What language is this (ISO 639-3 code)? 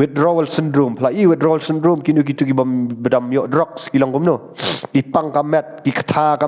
kha